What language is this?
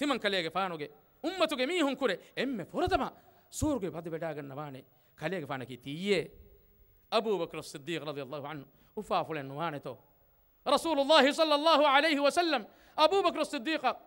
Divehi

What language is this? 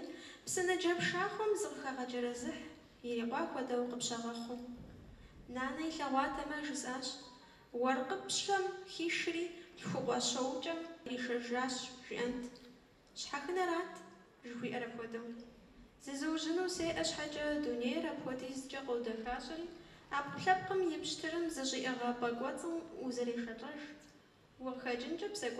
Kabardian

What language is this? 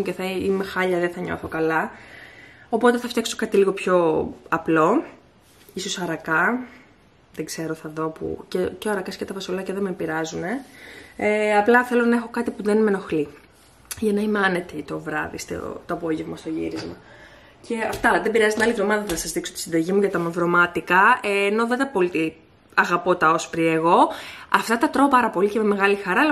Greek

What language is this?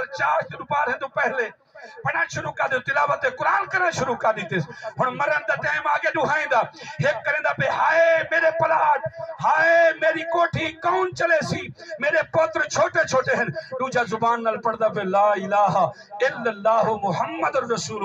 Saraiki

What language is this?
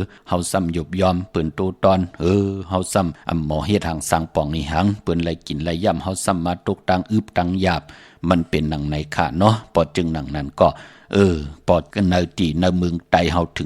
Shan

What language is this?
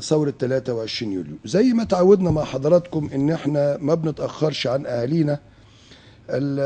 Egyptian Arabic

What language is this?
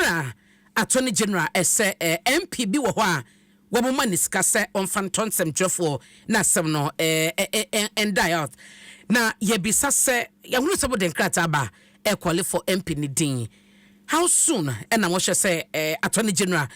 Akan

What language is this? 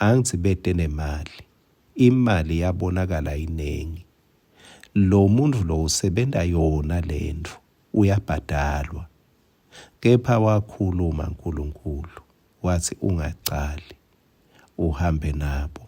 Swati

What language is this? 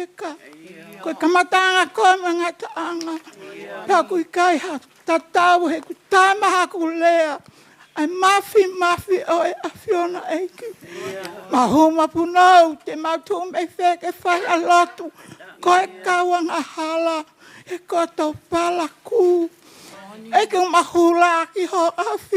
Tongan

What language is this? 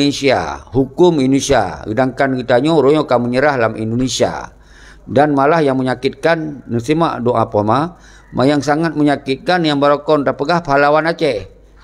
Achinese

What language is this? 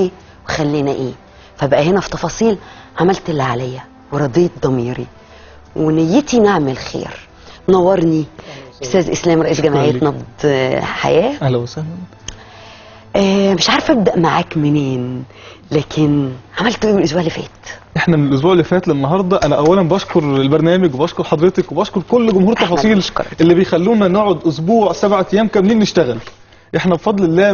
Egyptian Arabic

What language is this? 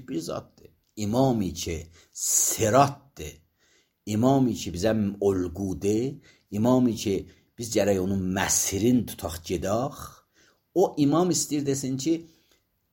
Azerbaijani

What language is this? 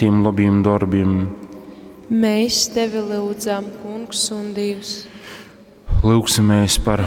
Latgalian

